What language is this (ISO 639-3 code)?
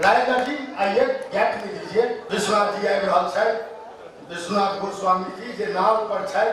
mai